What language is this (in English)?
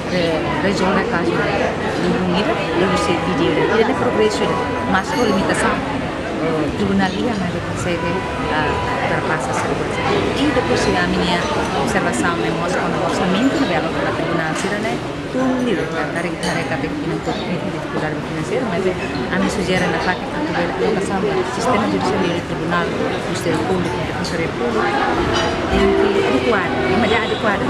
Tetum